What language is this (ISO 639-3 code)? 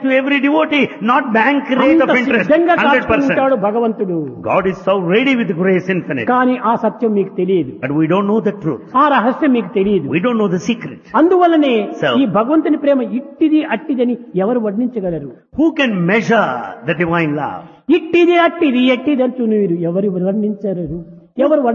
tel